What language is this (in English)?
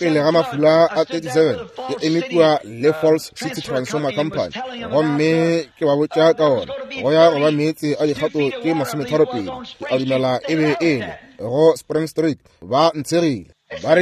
Northern Sotho